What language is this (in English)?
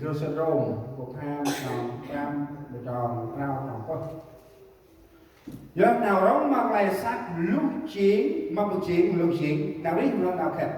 Central Mnong